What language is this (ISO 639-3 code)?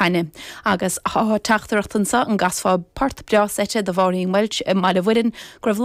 gle